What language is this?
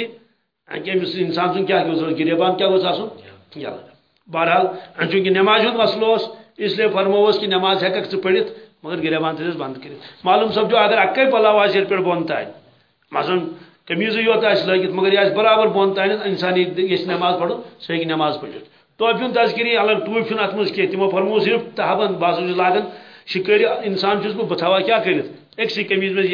Kashmiri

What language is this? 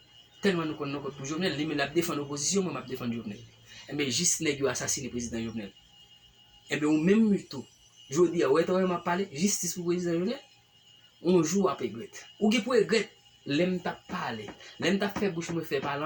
Haitian Creole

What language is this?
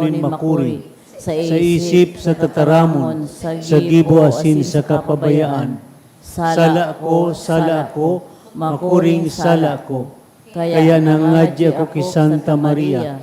Bikol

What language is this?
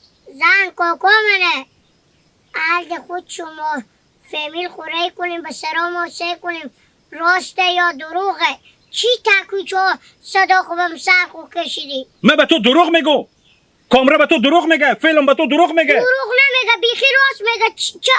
Hazaragi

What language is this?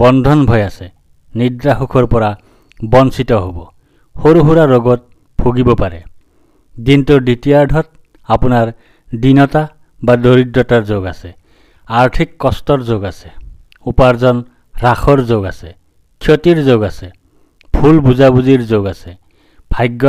Assamese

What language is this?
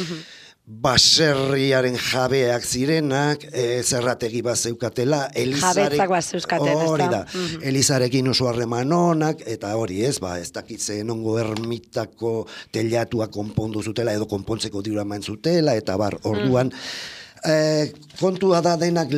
Basque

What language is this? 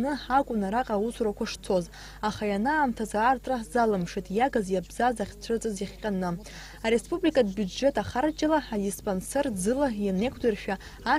Abkhazian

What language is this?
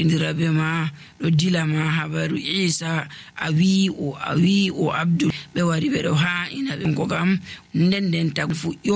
Nigerian Fulfulde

